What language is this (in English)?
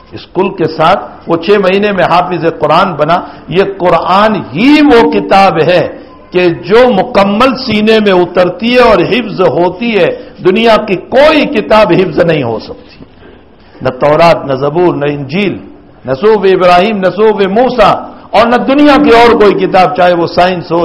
Urdu